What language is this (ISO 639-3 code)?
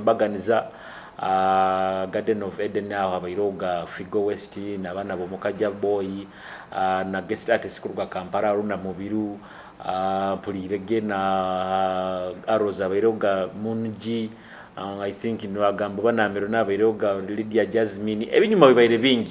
nyo